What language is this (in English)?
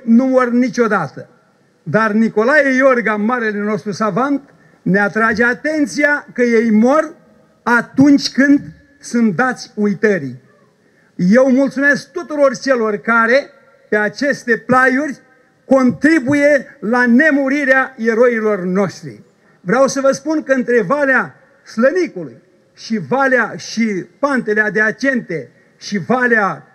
Romanian